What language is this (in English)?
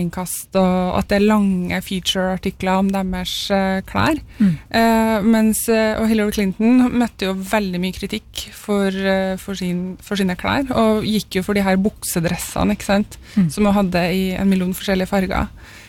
Norwegian